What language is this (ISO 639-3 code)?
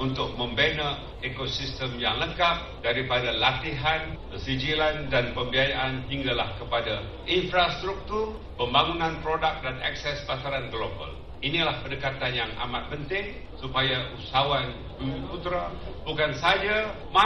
msa